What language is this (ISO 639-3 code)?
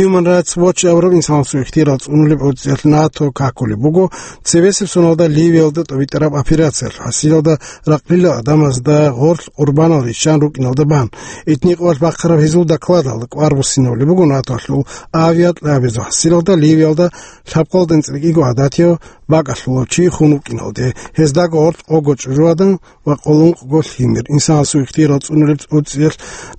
ava